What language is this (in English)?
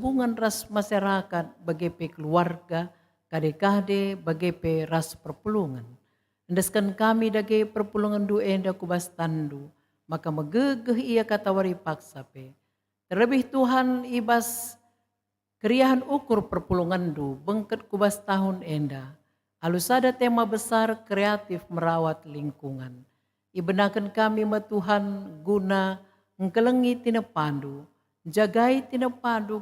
Batak Karo